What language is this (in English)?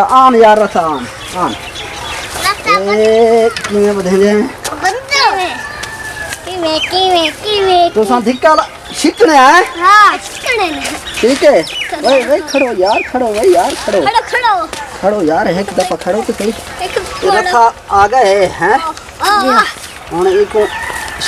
Saraiki